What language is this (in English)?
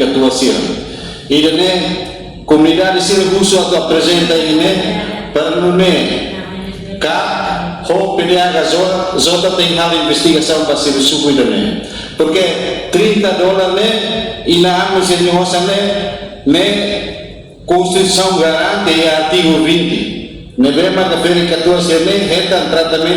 Tetum